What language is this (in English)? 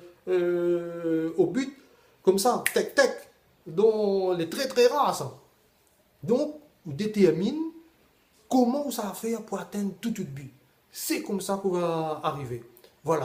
Réunion Creole French